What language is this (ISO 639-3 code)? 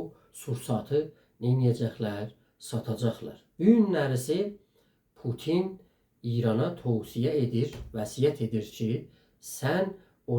azb